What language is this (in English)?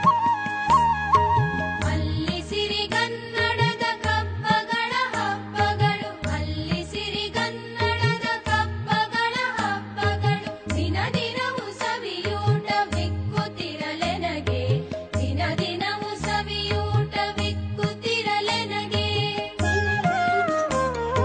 Kannada